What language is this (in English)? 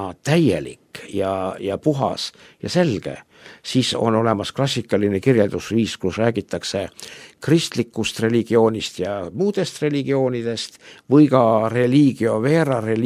Estonian